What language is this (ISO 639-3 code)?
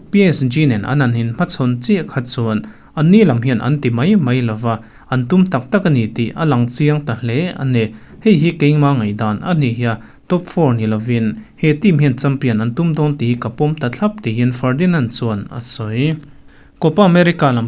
lus